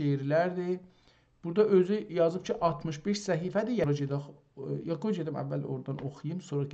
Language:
South Azerbaijani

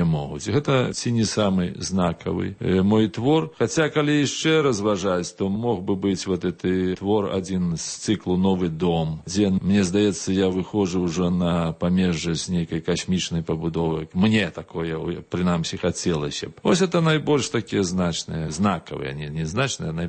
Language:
Belarusian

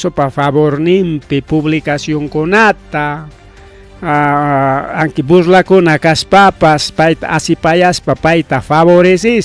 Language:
Ayacucho Quechua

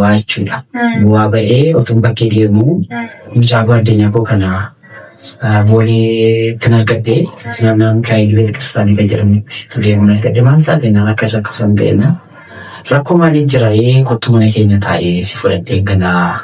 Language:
Oromo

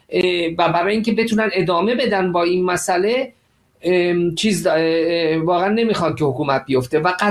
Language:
Persian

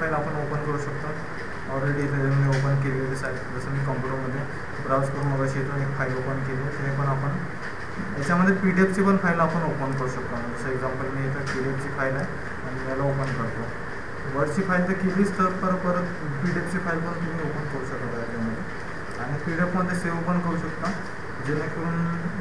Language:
Marathi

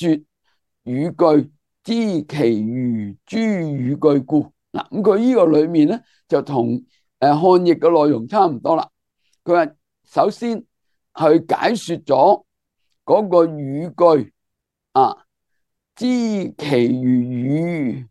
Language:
Cantonese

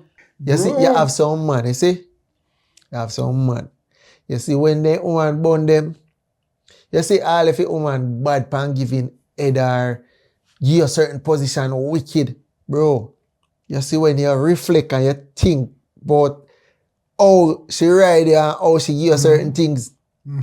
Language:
Jamaican Creole English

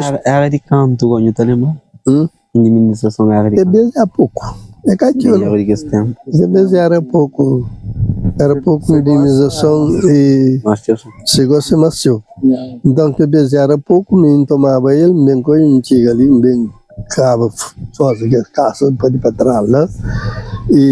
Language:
Kabuverdianu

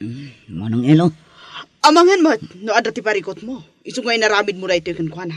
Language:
Iloko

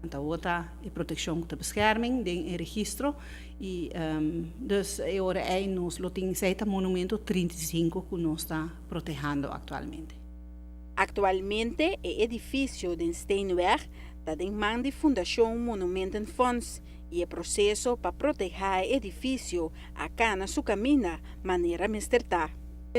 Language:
Papiamento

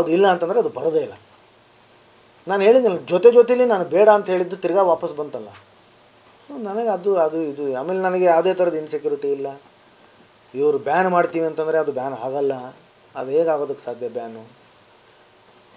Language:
Kannada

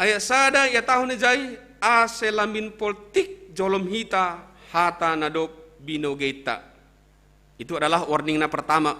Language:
Batak Simalungun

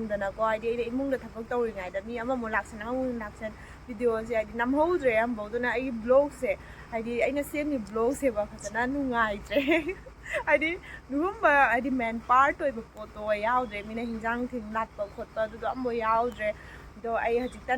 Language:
Manipuri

